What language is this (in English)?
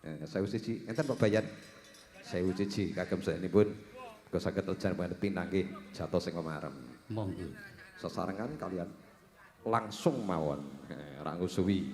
Javanese